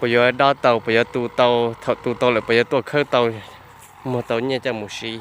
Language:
Hmong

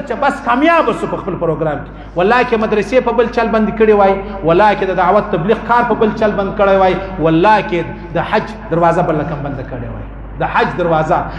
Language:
Pashto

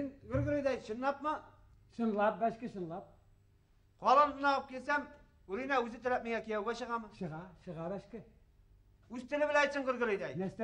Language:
Bashkir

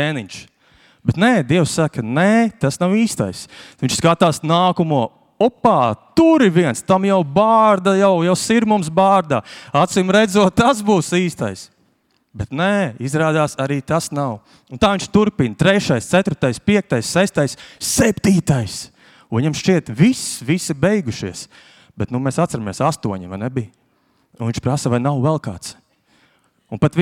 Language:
Latvian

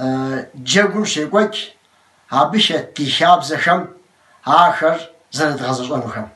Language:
Kabardian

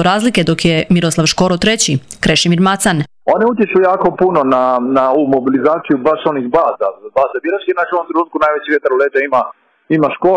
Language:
Croatian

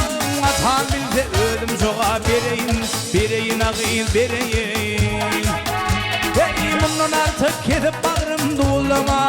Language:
Turkmen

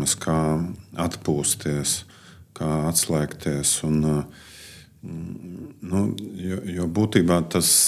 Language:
Latvian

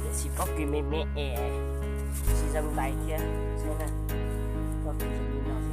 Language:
Hmong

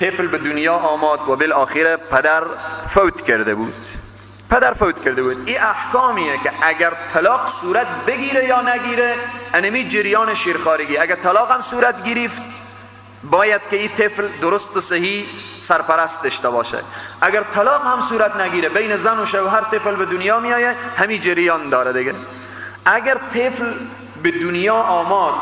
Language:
Persian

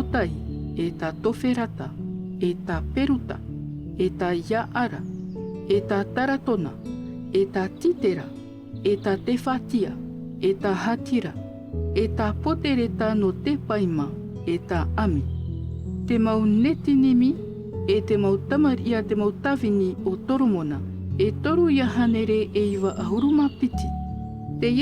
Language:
Tahitian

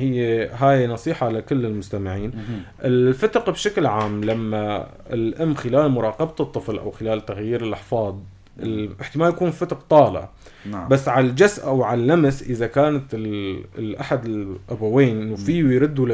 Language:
North Levantine Arabic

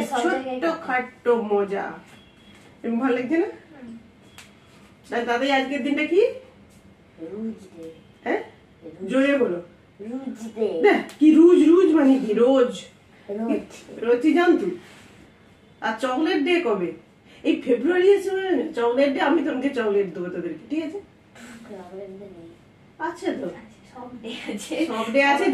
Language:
Bangla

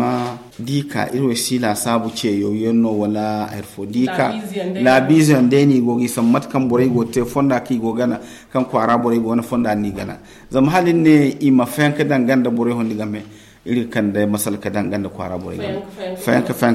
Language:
Zarma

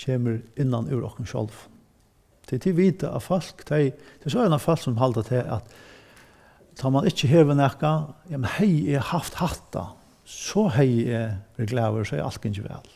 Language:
Faroese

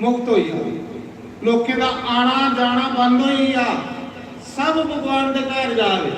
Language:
Dogri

